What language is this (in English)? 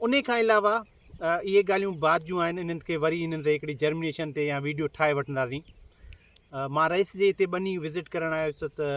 Sindhi